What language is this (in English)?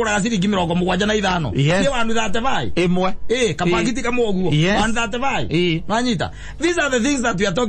Kikuyu